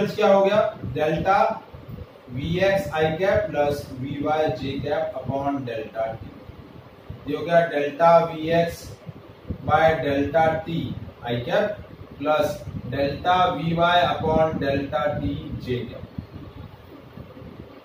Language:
Hindi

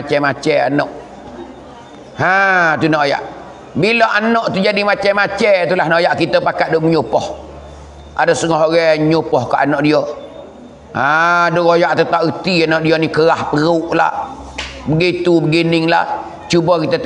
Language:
Pattani Malay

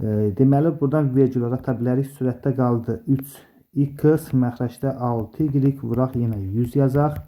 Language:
Azerbaijani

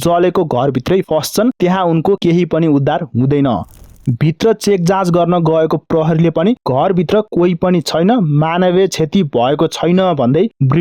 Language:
Nepali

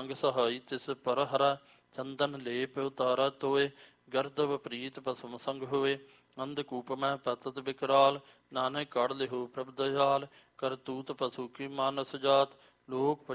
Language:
Punjabi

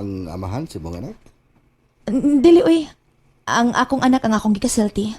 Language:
Cebuano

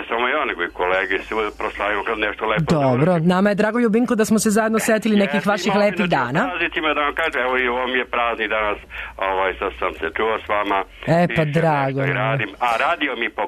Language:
Serbian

